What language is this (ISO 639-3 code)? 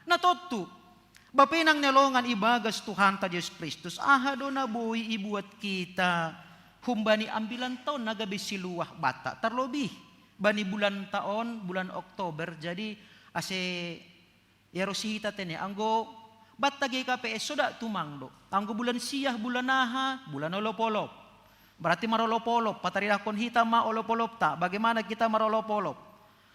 bts